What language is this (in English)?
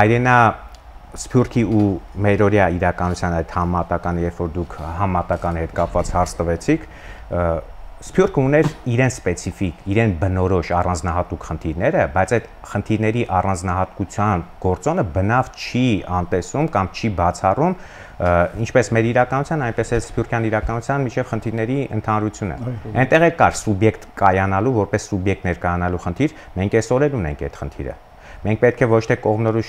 Armenian